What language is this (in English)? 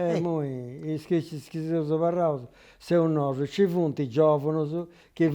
Sardinian